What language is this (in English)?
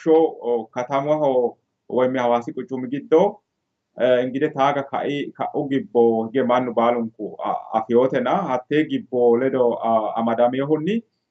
Sidamo